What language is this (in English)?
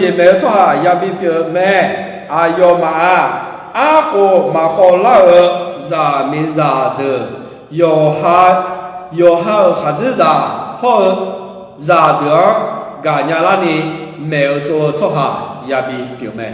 Akha